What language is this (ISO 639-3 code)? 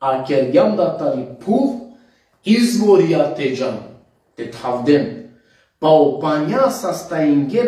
rmn